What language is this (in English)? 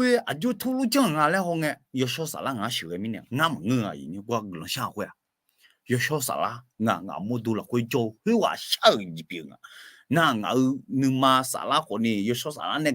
Akha